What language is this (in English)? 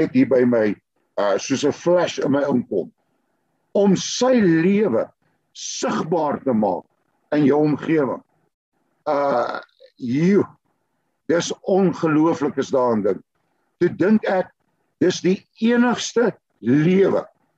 Afrikaans